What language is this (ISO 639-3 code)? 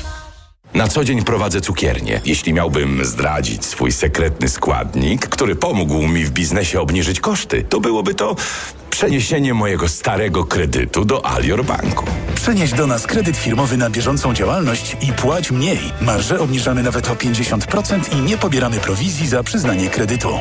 pol